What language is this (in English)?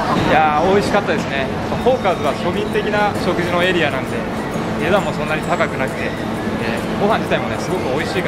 Japanese